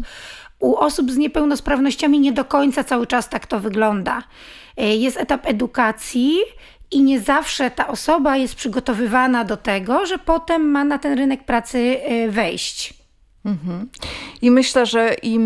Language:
Polish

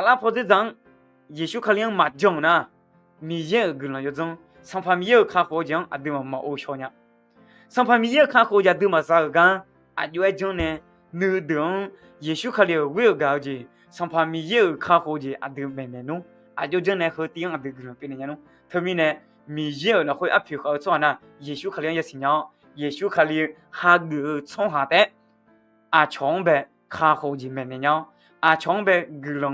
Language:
Akha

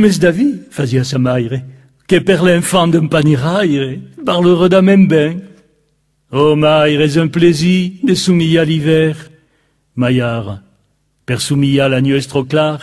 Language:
Occitan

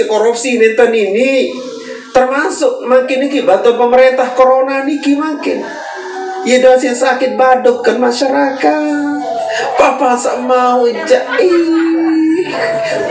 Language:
Sasak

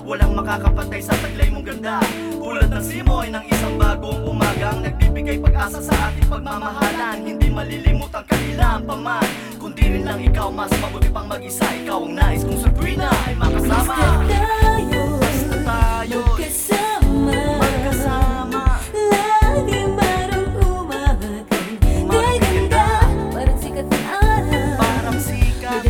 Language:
Filipino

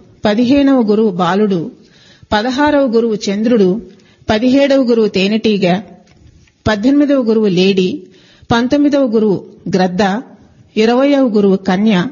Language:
Telugu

